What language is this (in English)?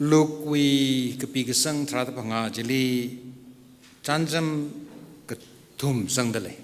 Tangkhul Naga (India)